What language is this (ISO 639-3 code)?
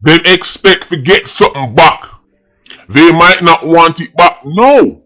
jam